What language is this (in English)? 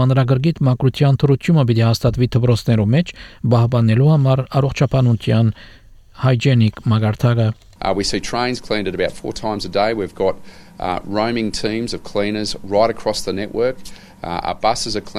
Armenian